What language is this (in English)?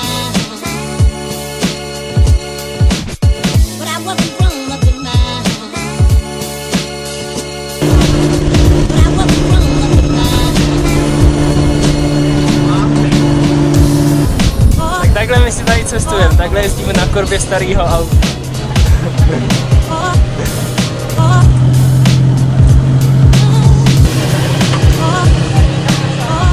Czech